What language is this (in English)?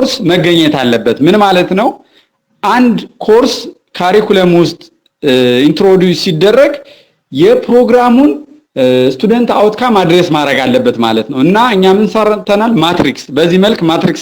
Amharic